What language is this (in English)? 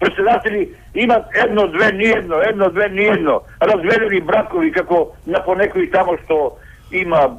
Macedonian